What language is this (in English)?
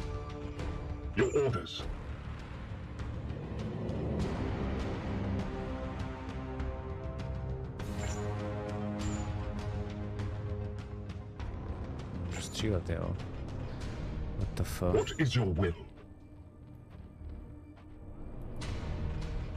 Czech